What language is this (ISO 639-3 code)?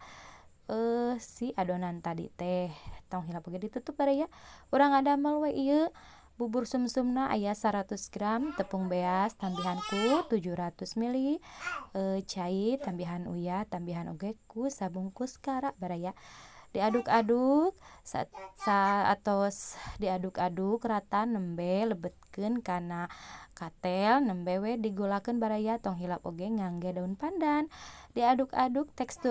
sun